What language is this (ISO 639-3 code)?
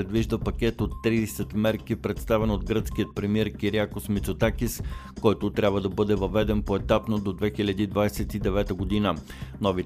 bul